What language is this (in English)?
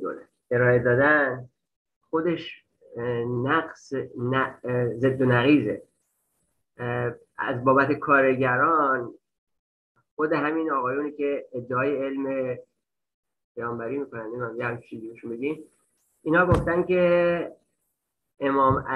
Persian